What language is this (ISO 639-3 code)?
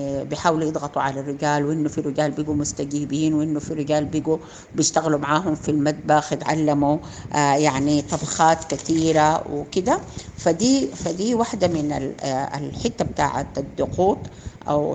apd